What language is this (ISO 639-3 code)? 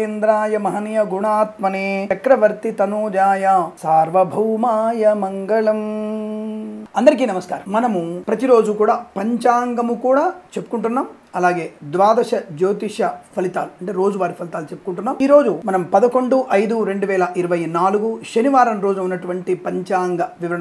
tel